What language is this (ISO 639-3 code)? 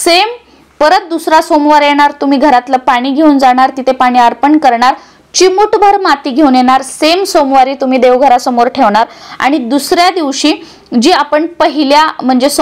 mar